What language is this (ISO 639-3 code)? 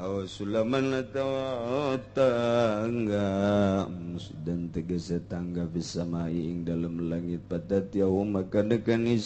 sun